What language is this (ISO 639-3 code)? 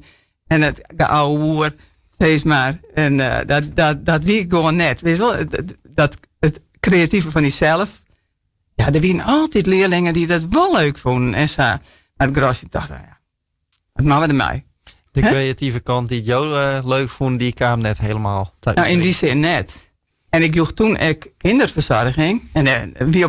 fry